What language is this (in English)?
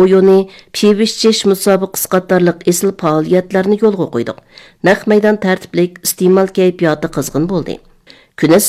Uyghur